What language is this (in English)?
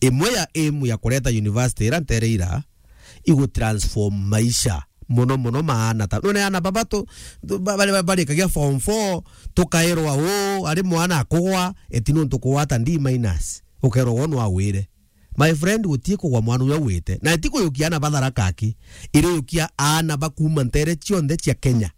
Meru